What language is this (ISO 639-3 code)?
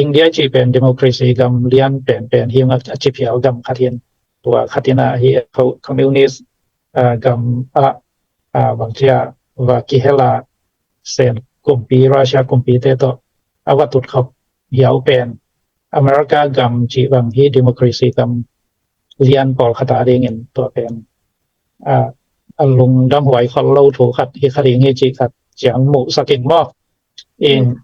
ctd